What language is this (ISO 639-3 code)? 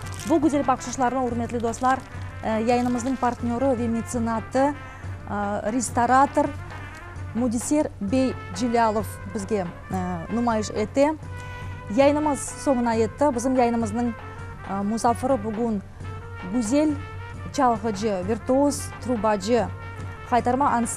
crh